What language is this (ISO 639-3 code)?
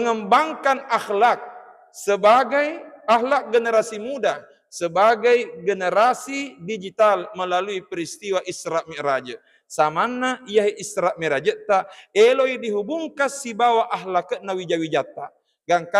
bug